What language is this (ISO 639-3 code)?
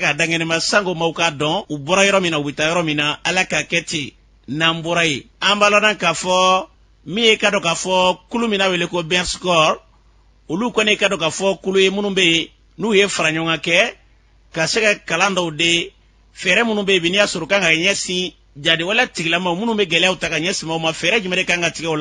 bam